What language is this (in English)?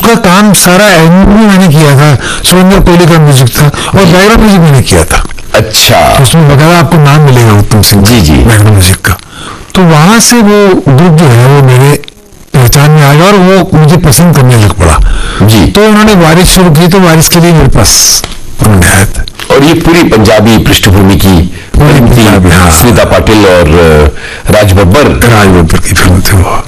Hindi